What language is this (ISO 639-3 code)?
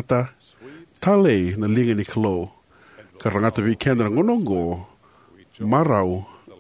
fij